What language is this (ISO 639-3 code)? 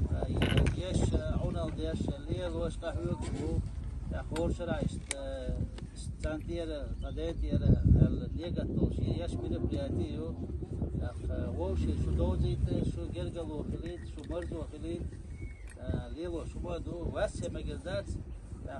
che